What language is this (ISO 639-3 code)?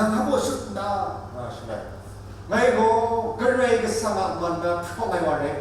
kac